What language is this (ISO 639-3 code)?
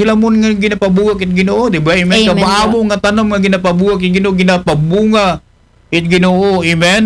akl